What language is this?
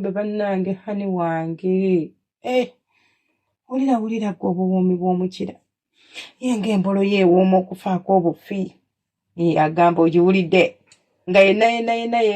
Ganda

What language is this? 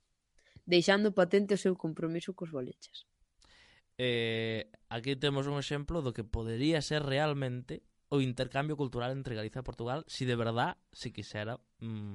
Galician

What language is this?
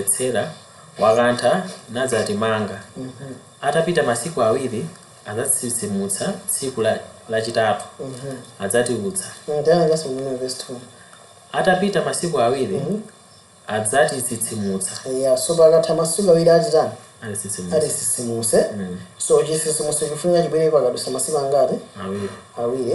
Nyanja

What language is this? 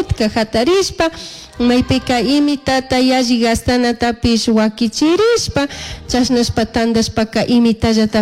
Chimborazo Highland Quichua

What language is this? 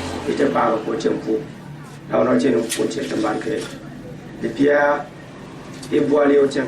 Gourmanchéma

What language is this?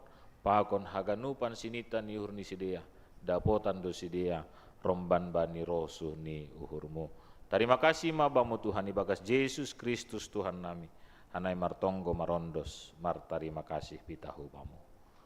Batak Simalungun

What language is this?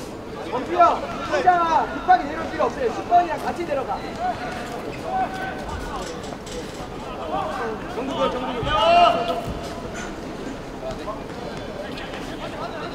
Korean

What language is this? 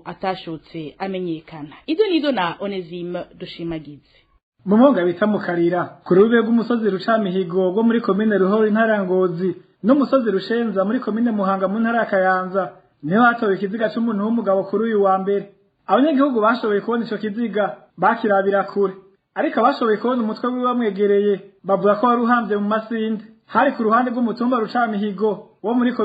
Rundi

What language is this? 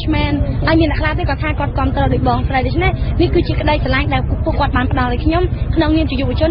Khmer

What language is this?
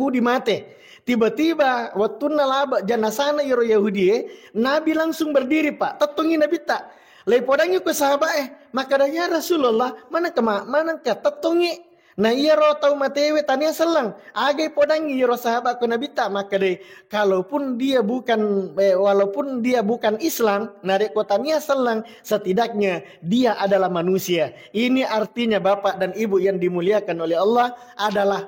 Buginese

